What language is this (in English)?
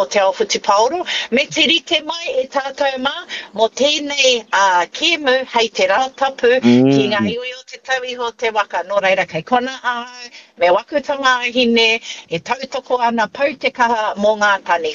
Māori